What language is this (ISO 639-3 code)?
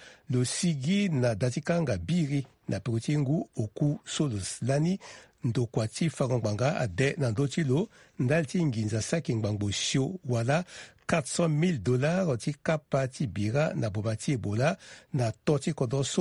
sag